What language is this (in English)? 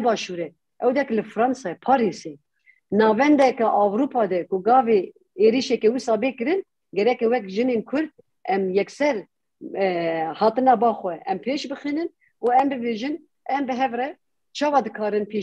Kurdish